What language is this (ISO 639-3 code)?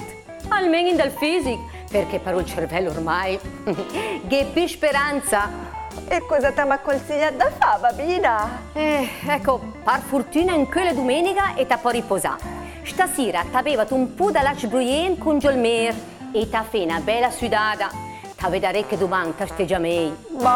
lmo